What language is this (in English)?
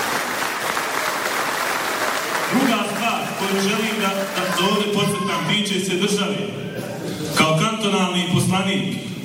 Bosnian